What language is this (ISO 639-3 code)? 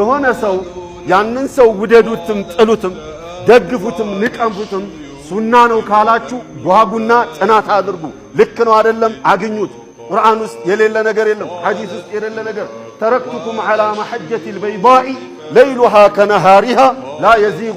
amh